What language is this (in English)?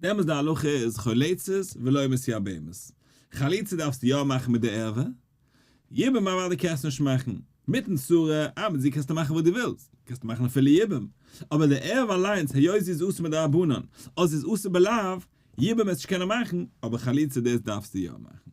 Yiddish